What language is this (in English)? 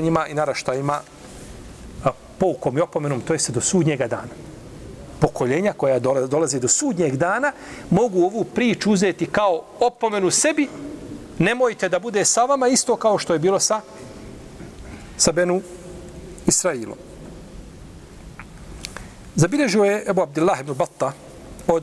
Bosnian